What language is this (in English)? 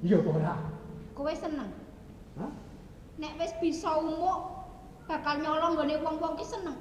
Javanese